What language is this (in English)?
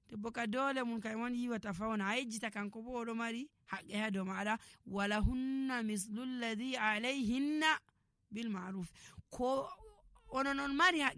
Nigerian Fulfulde